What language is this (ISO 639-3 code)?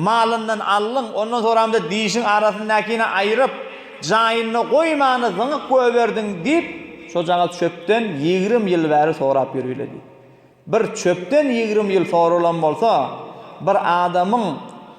tuk